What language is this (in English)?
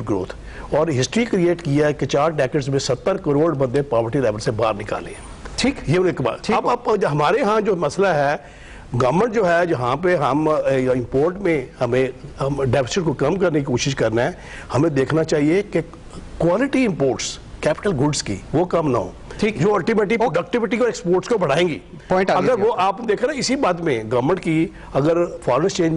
Urdu